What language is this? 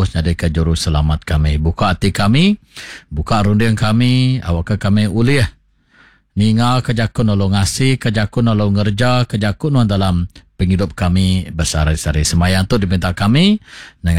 Iban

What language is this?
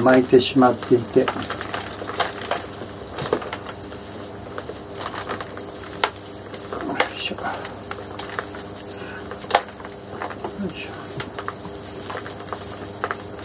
Japanese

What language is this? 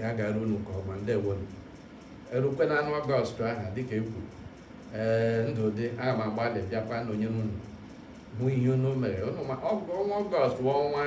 Igbo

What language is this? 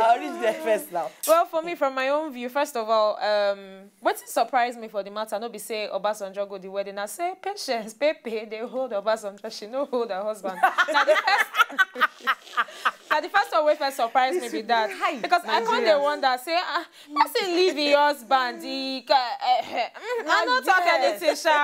Nigerian Pidgin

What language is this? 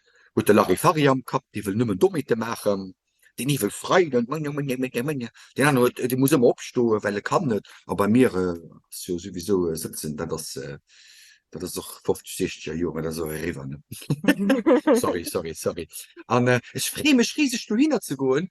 Luxembourgish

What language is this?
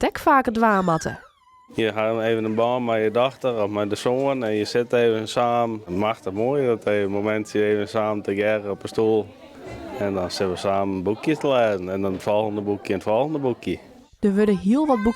Western Frisian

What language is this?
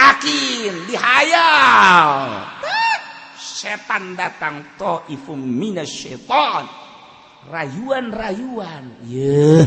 Sundanese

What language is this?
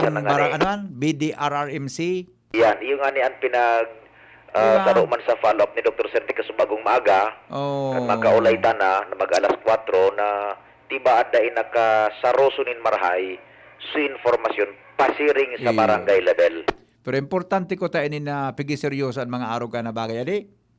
Bikol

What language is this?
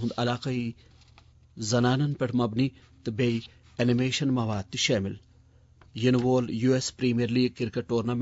Kashmiri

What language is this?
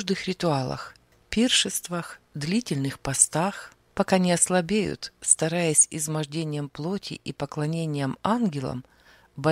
Russian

